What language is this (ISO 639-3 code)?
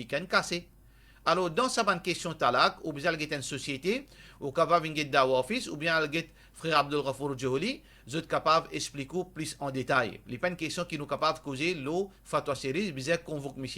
mfe